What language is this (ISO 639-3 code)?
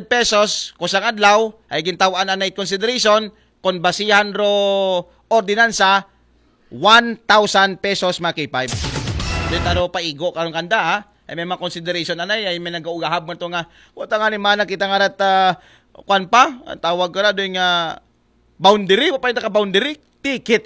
akl